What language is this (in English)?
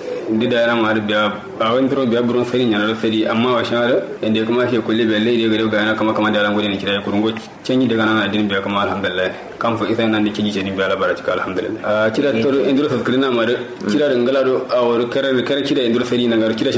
Kanuri